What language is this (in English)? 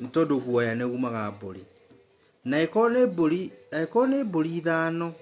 Kikuyu